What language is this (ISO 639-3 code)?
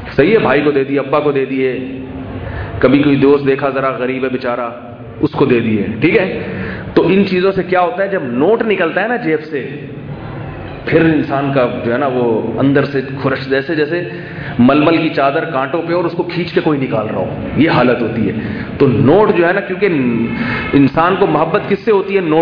urd